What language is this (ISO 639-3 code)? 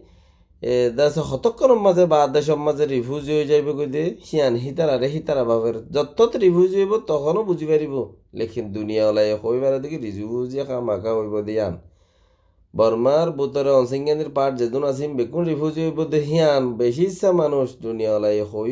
rhg